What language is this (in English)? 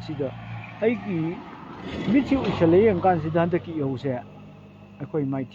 Manipuri